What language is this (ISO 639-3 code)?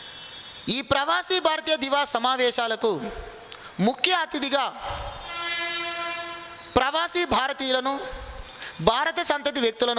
tel